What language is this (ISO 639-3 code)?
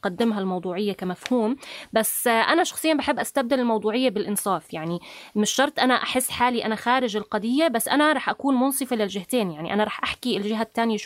apc